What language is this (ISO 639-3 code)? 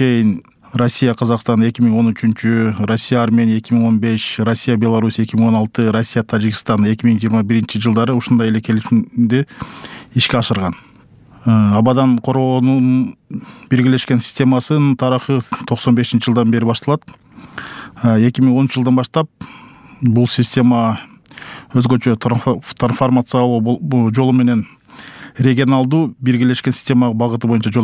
kir